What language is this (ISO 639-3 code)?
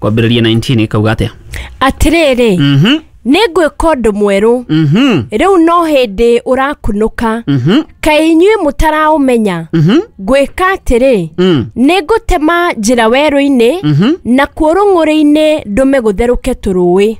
kik